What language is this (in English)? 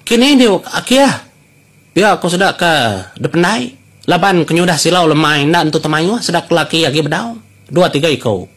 Iban